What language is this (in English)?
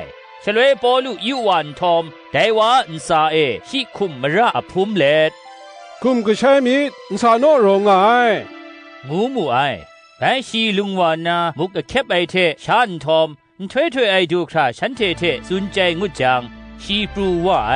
Kachin